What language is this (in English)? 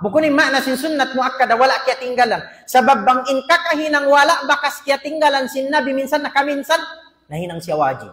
Tausug